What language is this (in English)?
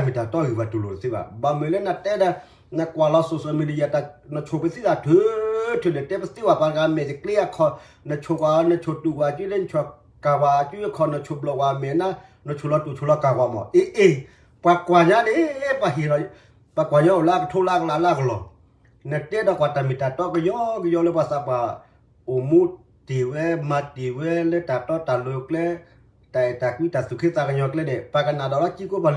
S'gaw Karen